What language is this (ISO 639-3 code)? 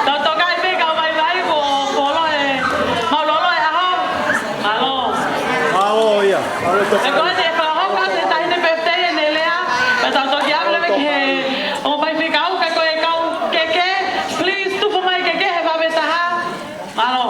ton